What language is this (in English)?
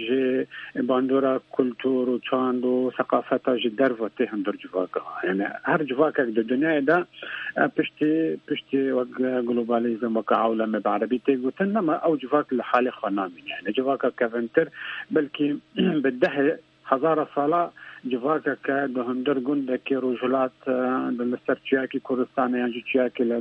Kurdish